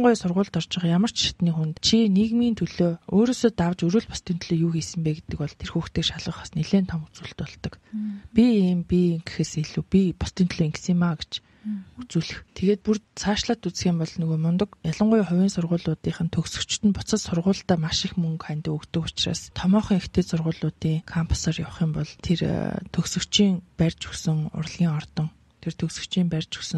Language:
Mongolian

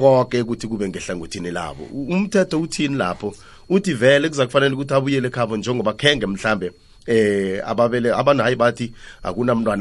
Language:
South Ndebele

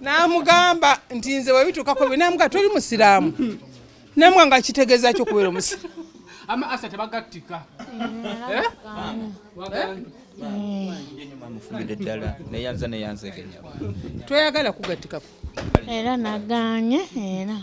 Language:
Ganda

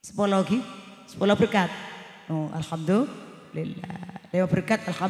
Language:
Madurese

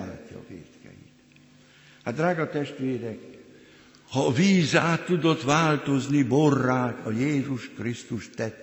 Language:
Hungarian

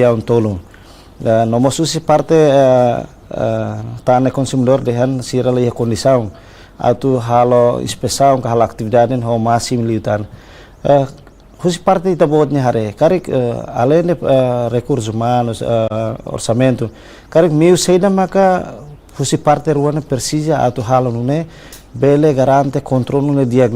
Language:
Tetum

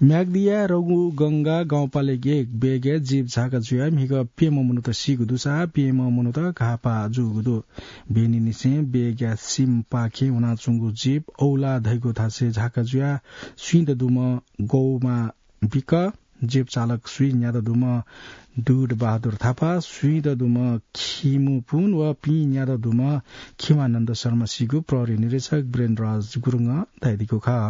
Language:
Newari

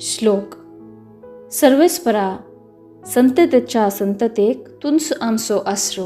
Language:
Konkani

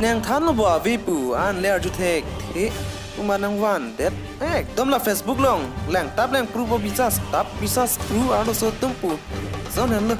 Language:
Karbi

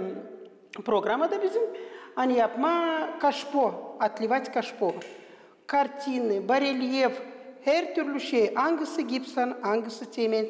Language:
Gagauz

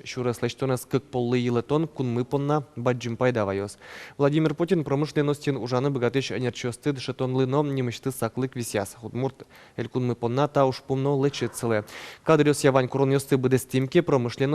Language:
Udmurt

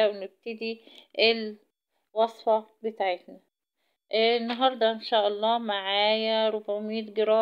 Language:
Egyptian Arabic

